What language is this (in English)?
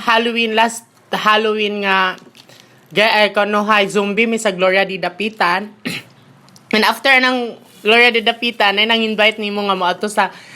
Cebuano